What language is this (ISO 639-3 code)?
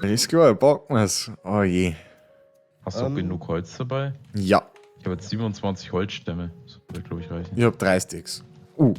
bar